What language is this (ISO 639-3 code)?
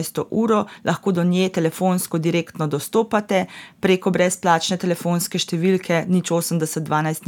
slv